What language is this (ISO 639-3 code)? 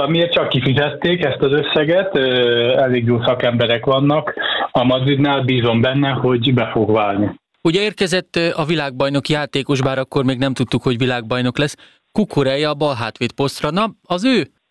hun